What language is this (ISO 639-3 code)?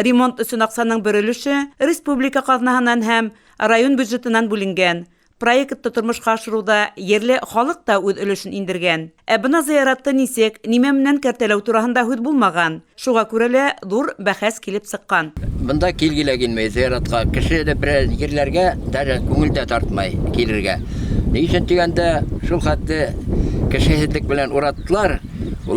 bak